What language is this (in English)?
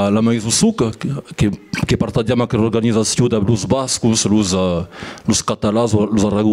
Occitan